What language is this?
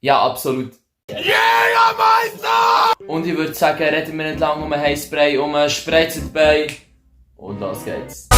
Swiss German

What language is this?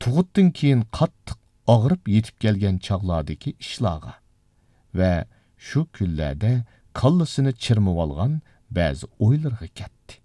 Uyghur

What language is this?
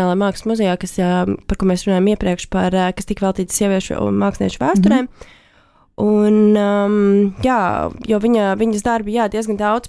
Latvian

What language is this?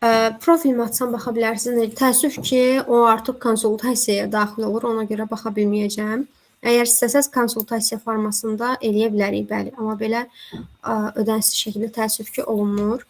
Azerbaijani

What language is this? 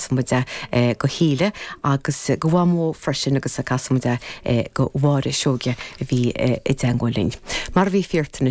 Irish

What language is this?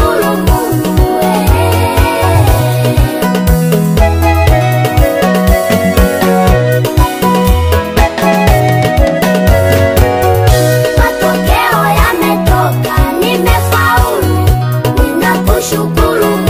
Swahili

